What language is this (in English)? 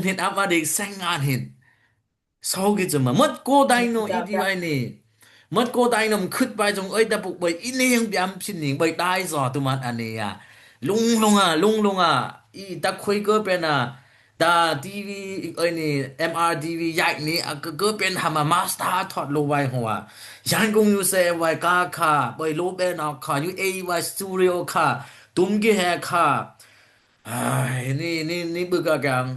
Dimasa